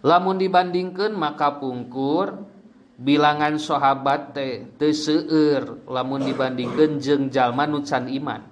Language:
Sundanese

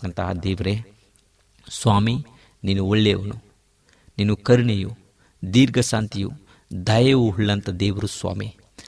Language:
Kannada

